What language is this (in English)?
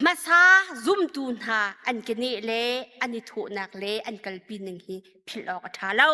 Hakha Chin